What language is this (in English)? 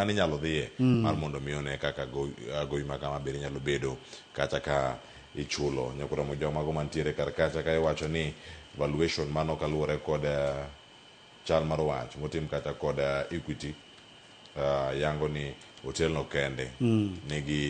Luo (Kenya and Tanzania)